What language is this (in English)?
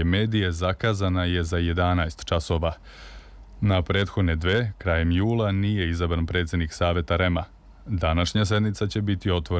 Serbian